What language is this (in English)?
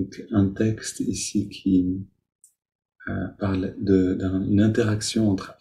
French